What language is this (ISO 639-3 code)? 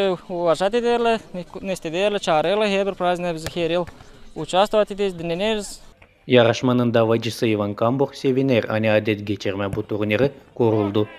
gag